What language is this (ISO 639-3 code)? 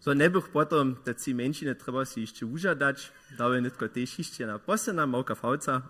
hsb